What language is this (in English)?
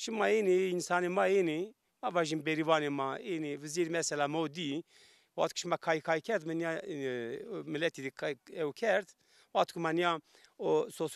Zaza